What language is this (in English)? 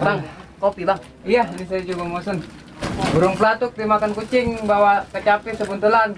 Betawi